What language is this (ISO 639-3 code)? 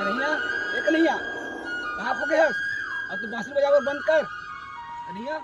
hne